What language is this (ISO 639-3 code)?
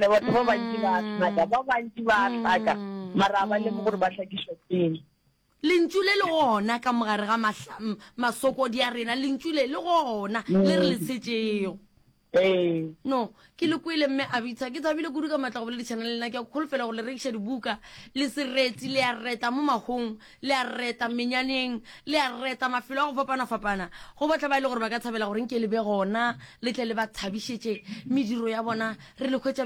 nso